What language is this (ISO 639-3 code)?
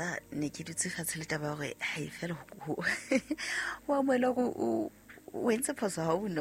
sot